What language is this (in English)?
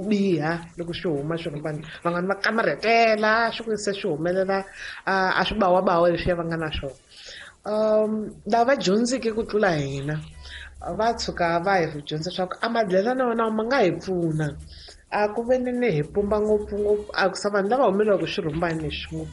Tsonga